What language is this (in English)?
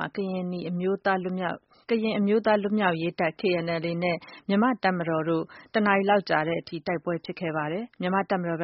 Burmese